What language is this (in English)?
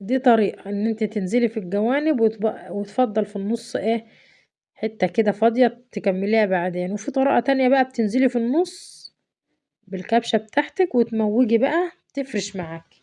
Egyptian Arabic